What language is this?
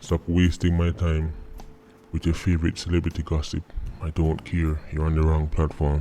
Jamaican Creole English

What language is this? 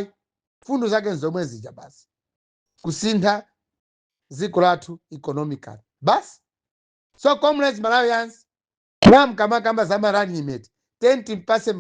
Nyanja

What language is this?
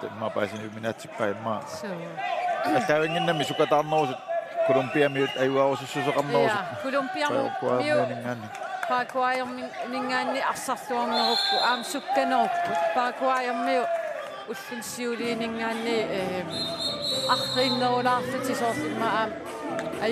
Kalaallisut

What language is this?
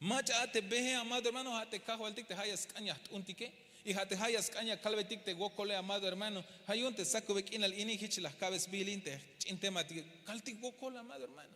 Tzeltal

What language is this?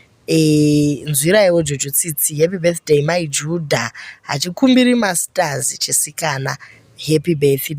Shona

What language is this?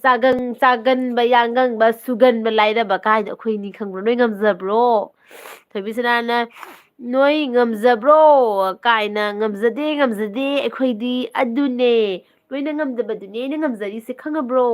Manipuri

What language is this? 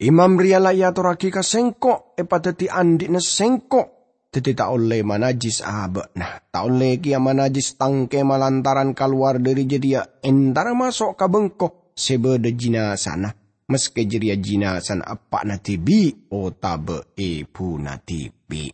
Madurese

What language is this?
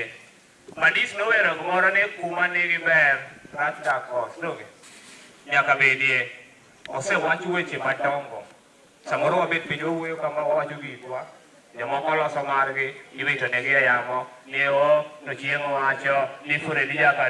Luo (Kenya and Tanzania)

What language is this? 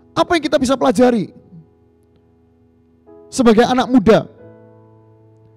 Indonesian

